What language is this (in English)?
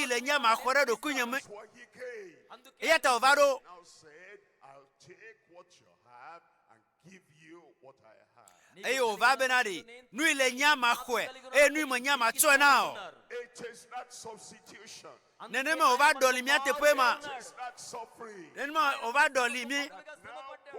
Ewe